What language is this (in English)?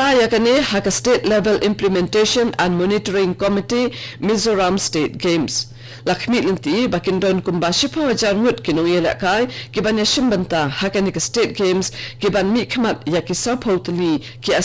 Khasi